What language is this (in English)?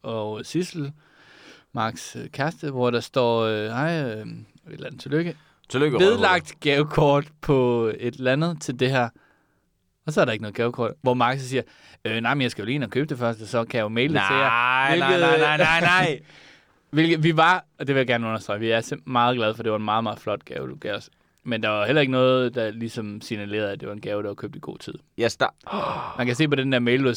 Danish